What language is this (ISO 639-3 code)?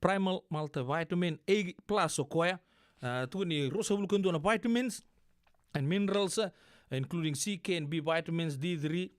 fij